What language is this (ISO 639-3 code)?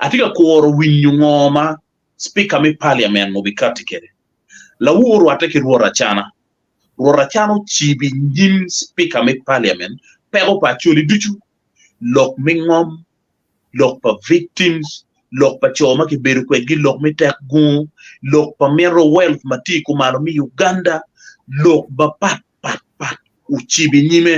ach